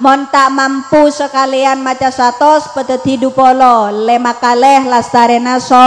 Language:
Madurese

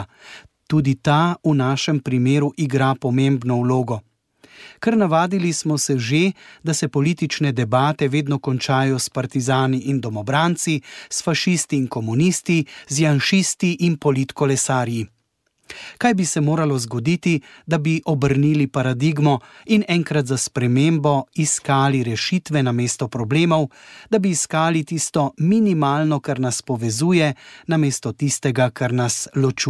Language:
Slovenian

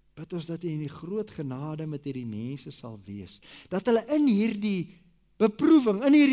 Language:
Afrikaans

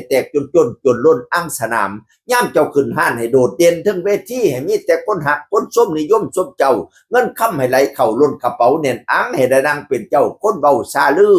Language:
Northeastern Thai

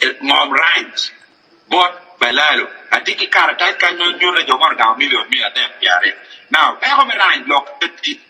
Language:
Acoli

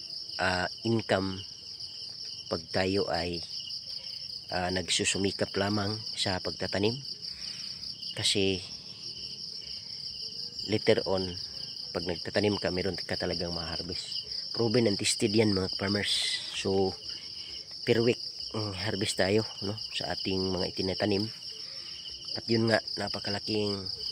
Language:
Filipino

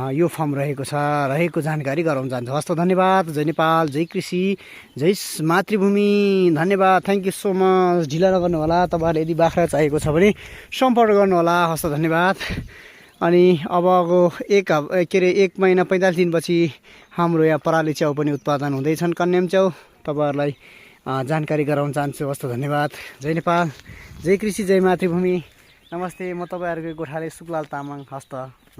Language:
Nepali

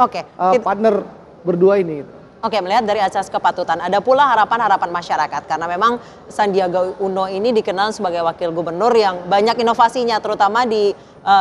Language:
Indonesian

